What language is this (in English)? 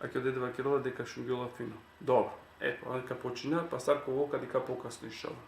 Balkan Romani